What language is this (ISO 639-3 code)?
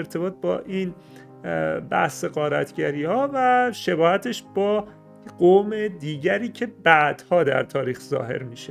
fas